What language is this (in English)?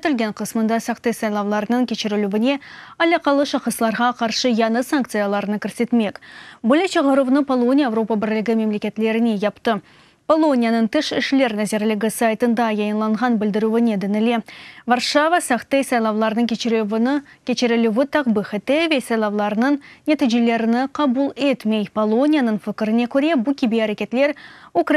Crimean Tatar